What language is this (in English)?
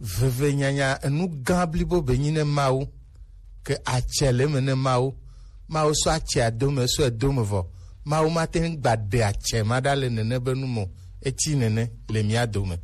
Gen